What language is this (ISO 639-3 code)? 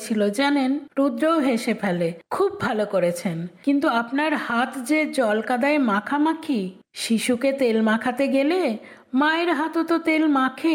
ben